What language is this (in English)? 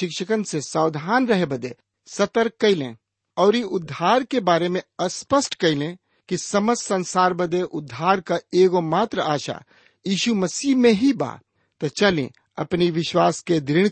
Bhojpuri